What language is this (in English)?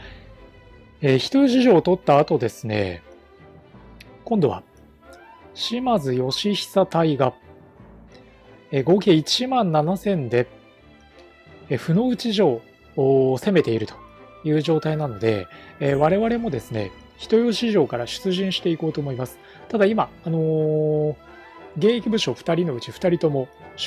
Japanese